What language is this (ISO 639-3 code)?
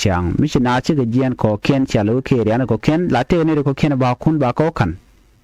nus